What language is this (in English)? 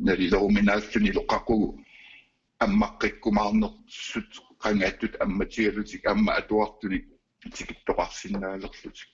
Kalaallisut